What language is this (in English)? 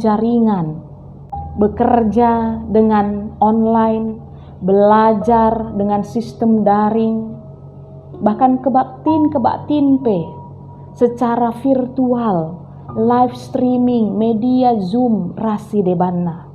Batak Karo